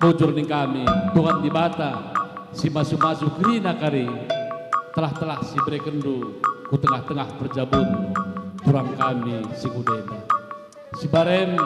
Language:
Batak Karo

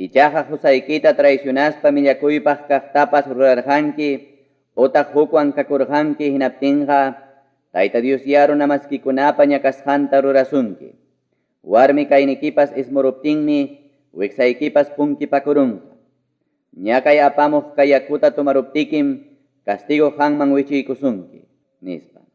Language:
Ayacucho Quechua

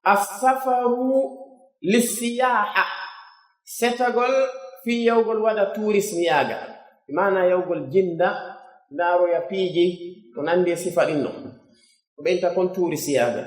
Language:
Pular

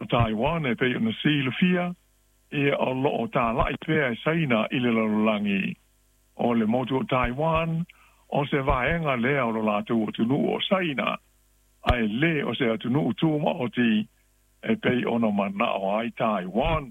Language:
Samoan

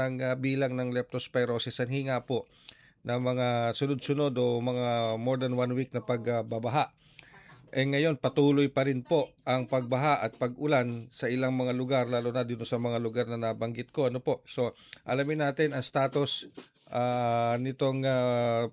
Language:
Filipino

